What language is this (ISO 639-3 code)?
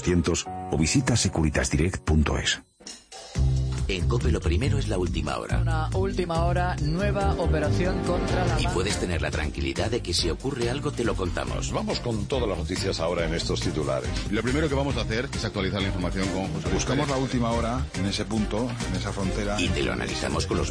spa